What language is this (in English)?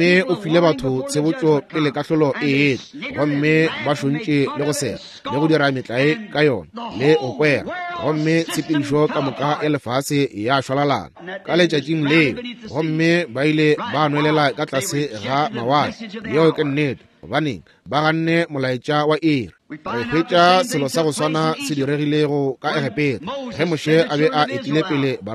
Northern Sotho